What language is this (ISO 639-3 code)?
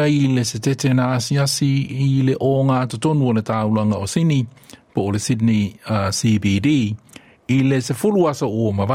smo